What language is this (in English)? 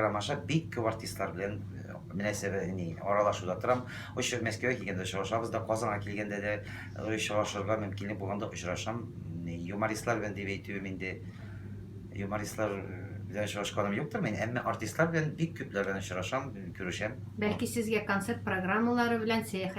Tatar